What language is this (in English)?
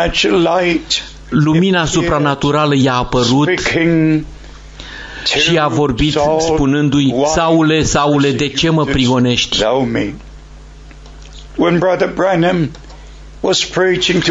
Romanian